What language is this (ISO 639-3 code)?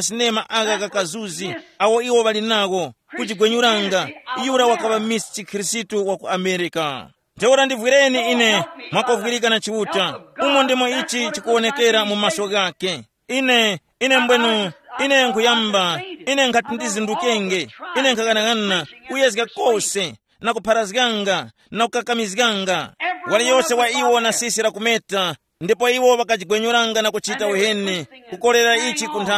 tum